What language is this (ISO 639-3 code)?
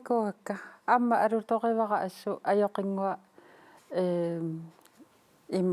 kal